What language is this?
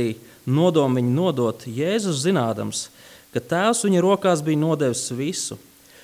Latvian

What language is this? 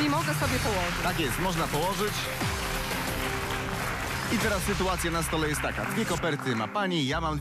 Polish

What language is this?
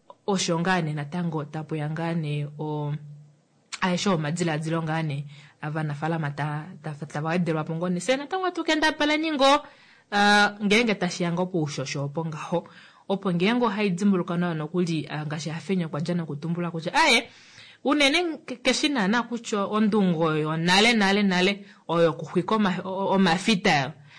Kuanyama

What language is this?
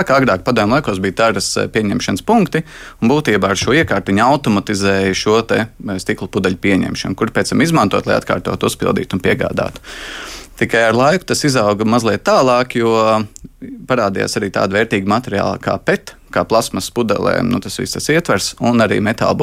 Latvian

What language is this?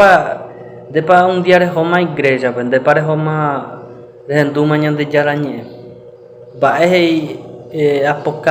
Guarani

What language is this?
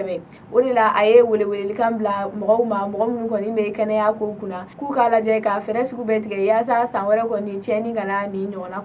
Bambara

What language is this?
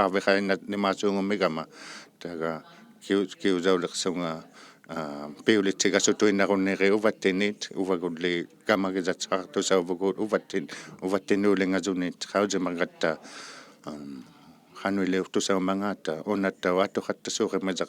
Inuktitut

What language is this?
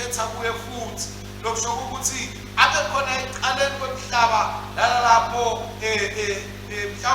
Swati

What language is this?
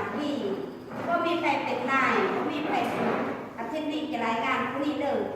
Lao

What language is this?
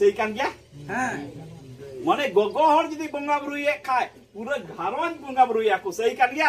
Santali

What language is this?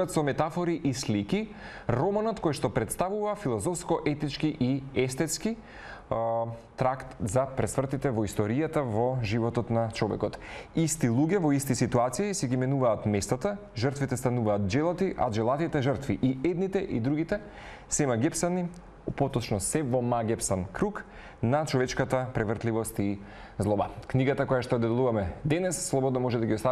Macedonian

